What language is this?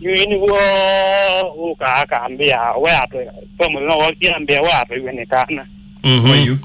Kamba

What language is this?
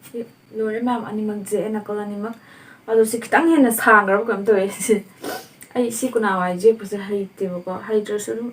Manipuri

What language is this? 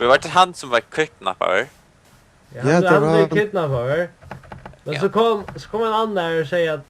Faroese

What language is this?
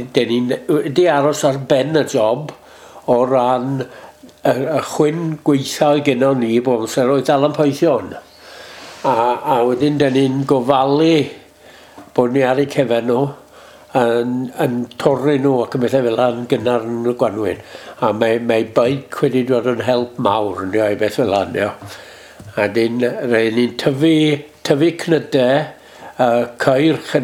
Welsh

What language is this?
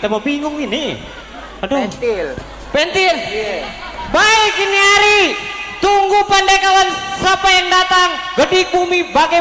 Betawi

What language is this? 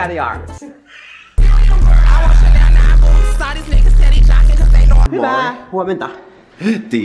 Finnish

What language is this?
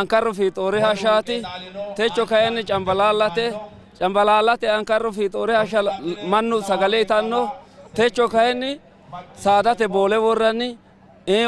Sidamo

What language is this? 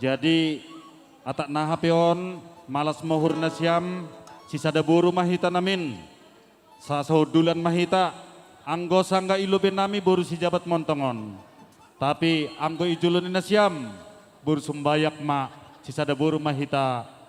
Batak Simalungun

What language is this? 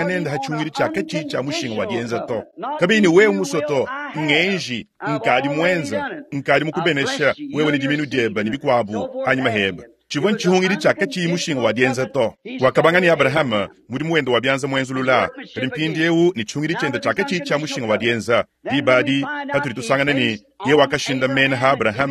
Luba-Lulua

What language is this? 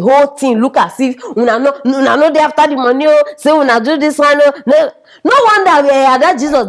Nigerian Pidgin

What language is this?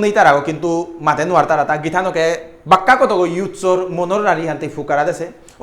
Bishnupriya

